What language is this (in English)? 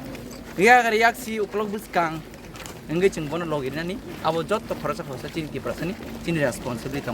Kok Borok